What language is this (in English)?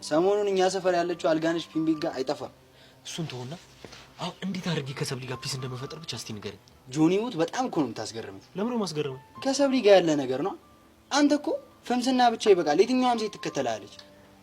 Amharic